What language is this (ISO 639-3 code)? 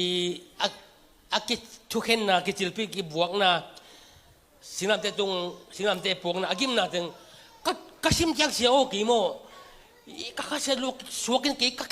ctd